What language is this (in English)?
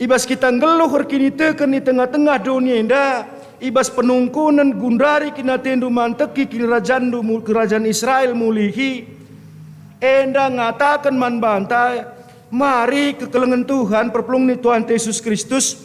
Batak Karo